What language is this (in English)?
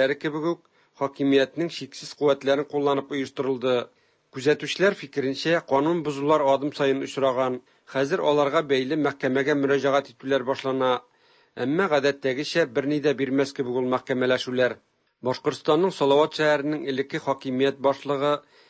Tatar